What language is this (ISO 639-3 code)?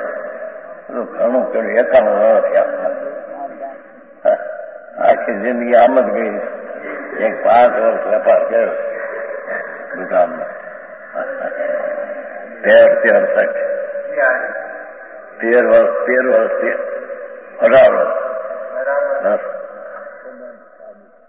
guj